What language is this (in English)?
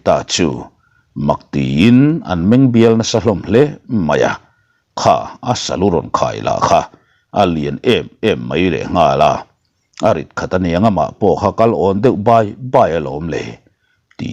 Mizo